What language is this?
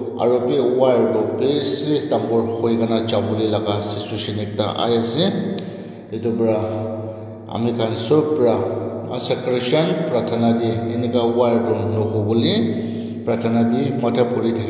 Naga Pidgin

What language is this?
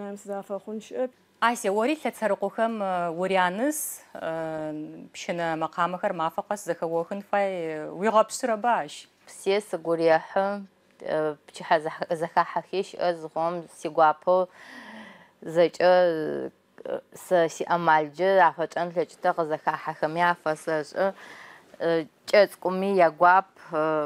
Adyghe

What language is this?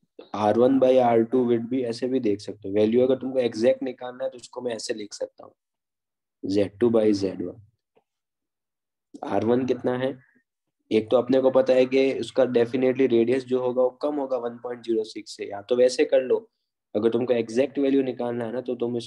Hindi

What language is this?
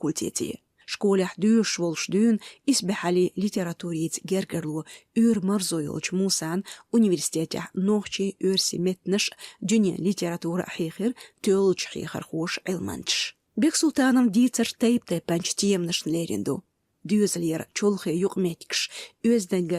Chechen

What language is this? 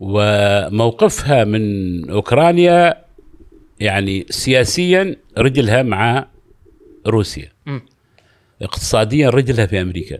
Gulf Arabic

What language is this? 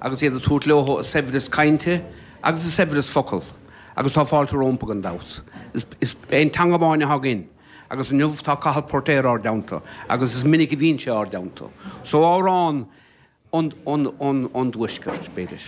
Irish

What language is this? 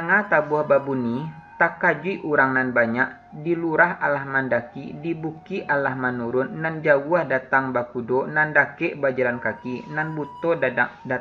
Minangkabau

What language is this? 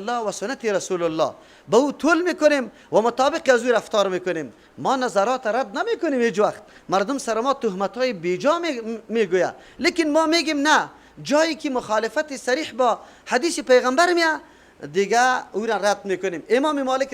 Persian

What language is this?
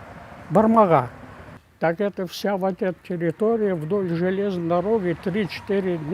Crimean Tatar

